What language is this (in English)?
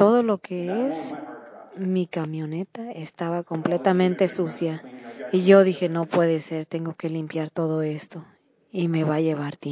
Spanish